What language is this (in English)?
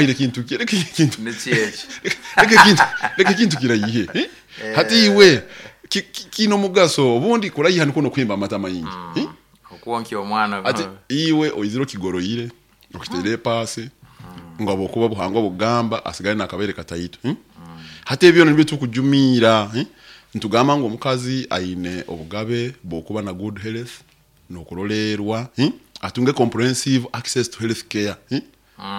Nyoro